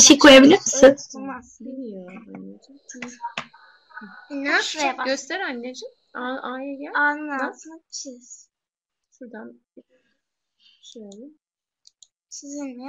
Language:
Turkish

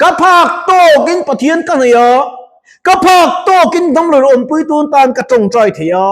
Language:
Mizo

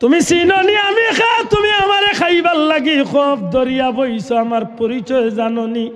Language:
Sylheti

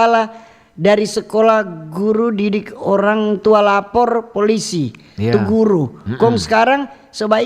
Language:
Manado Malay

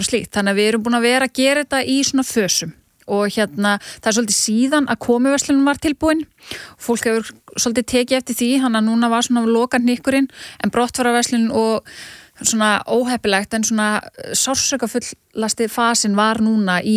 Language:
Icelandic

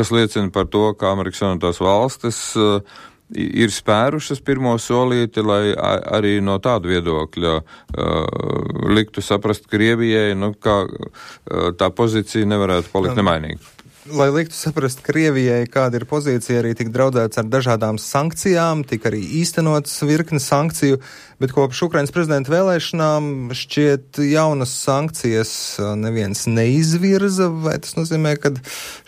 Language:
Latvian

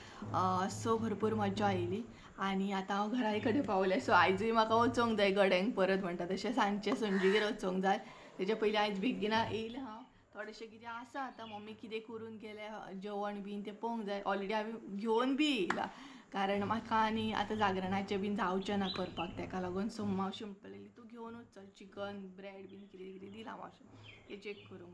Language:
Konkani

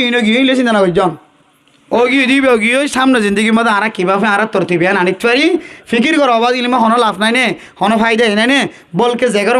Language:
Rohingya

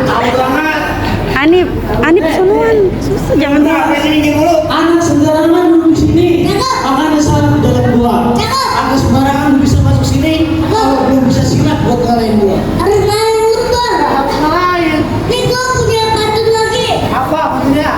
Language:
Betawi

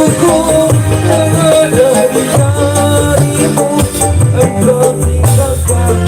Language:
Betawi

